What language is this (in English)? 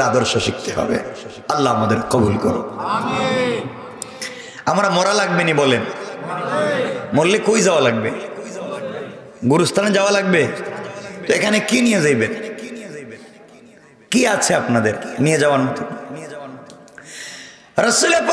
Bangla